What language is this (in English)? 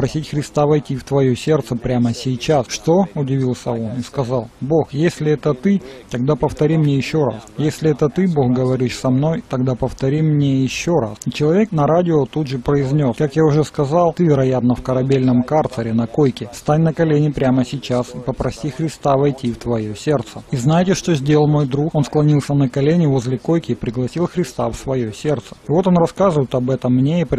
Russian